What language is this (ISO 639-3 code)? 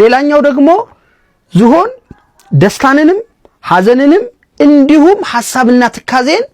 amh